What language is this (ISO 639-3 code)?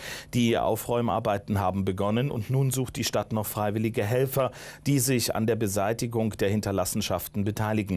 deu